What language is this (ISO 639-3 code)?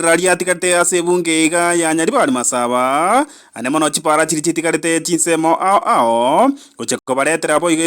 guz